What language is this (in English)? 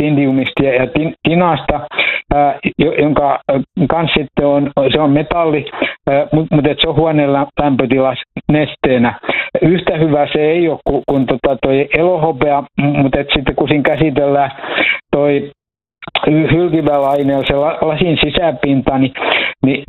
Finnish